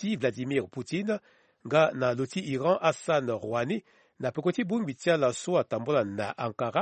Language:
Sango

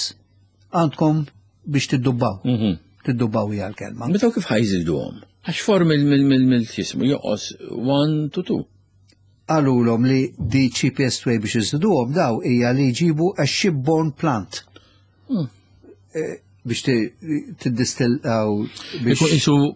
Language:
Maltese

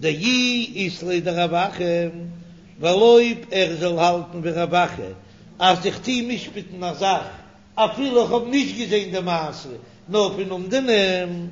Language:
Yiddish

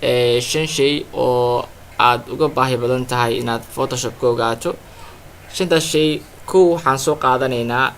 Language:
Somali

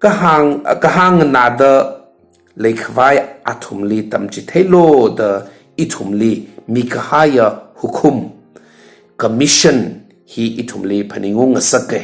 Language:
Tangkhul Naga (India)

